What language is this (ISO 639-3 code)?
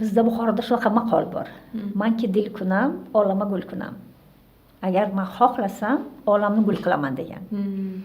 uzb